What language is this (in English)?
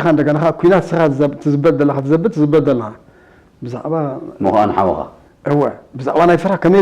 Tigrinya